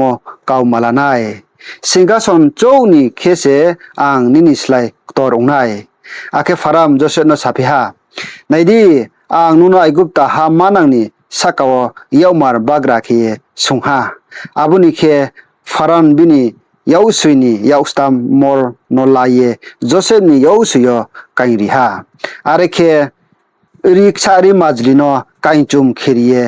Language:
Riang (India)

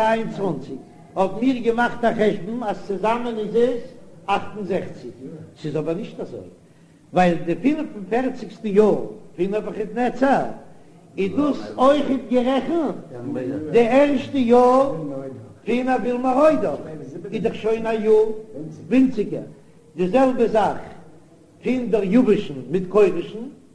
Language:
Yiddish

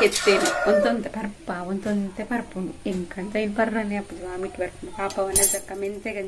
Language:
Tulu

